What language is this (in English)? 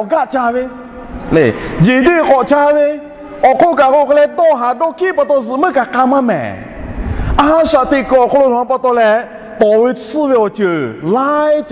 Lahu